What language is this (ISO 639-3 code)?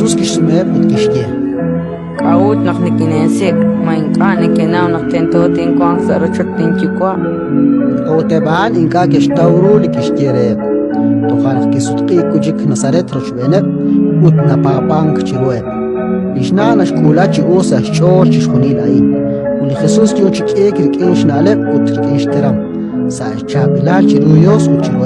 kek